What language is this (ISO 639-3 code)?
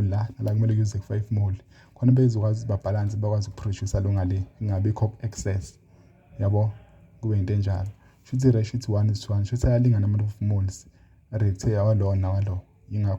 zul